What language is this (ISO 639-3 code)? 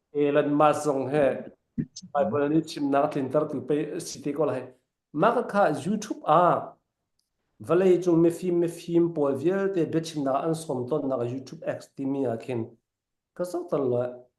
cfm